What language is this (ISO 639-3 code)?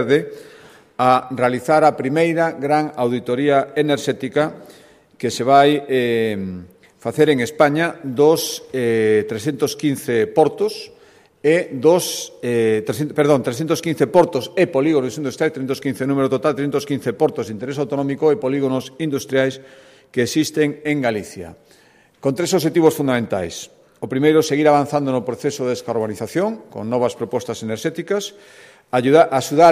glg